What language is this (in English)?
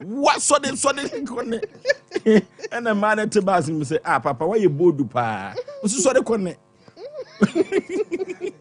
Akan